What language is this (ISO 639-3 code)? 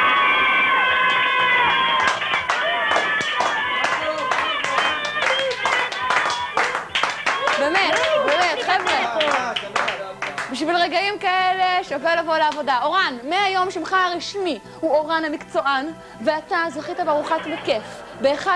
heb